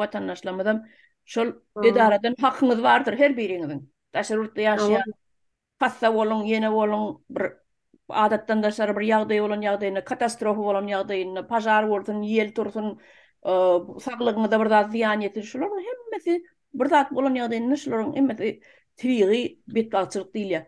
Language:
Turkmen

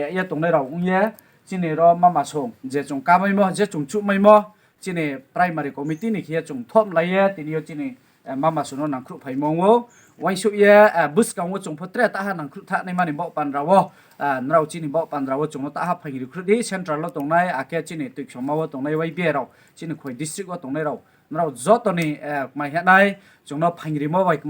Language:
Riang (India)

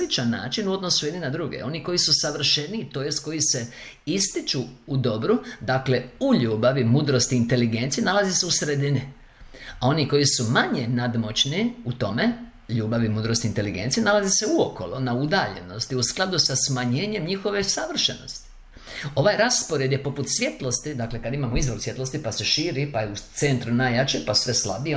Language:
Croatian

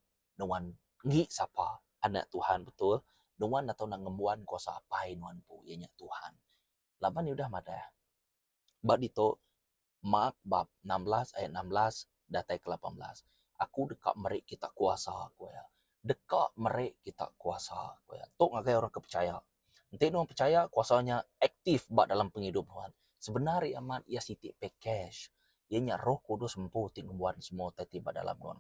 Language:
Iban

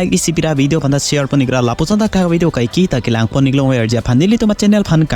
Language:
Karbi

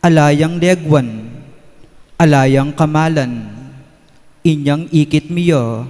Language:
Pampanga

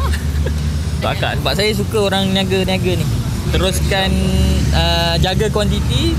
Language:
Malay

